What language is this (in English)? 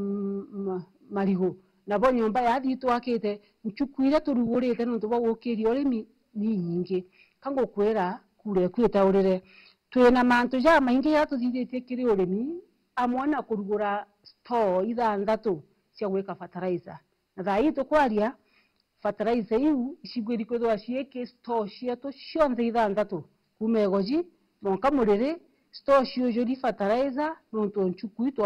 Meru